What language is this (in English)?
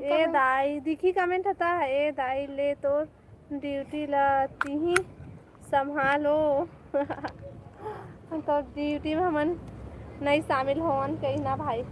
Chhattisgarhi